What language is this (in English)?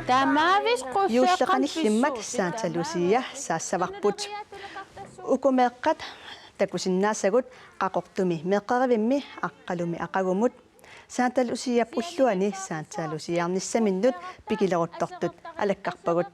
Kalaallisut